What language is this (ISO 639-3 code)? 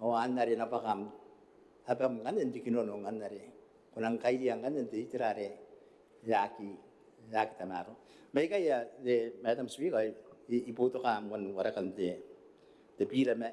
gil